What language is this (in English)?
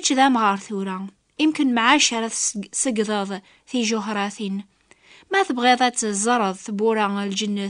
Kabyle